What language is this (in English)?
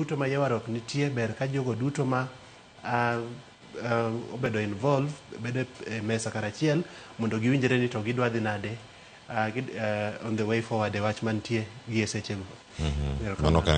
Luo (Kenya and Tanzania)